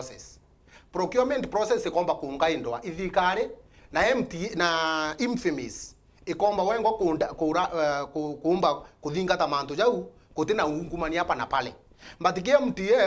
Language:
Meru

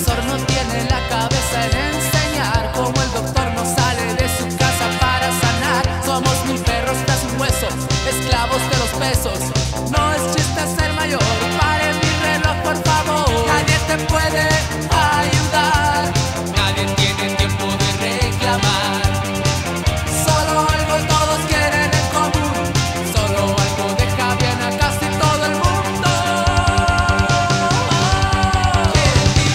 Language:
Spanish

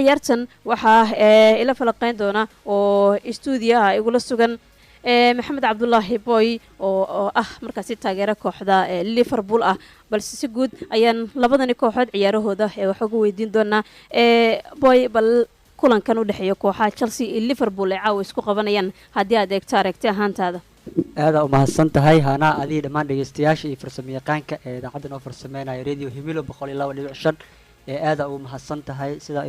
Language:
Somali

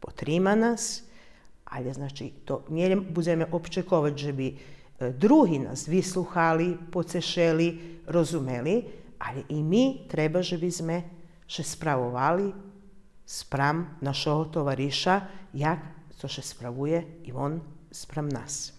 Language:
Rusyn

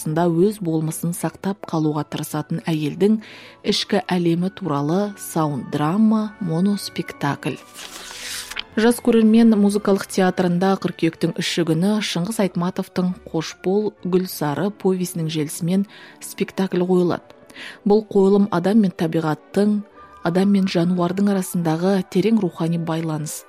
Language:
Kazakh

